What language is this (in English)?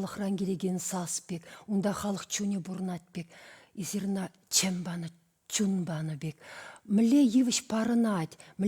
Chuvash